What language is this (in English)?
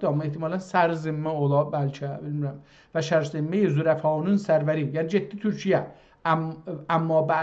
South Azerbaijani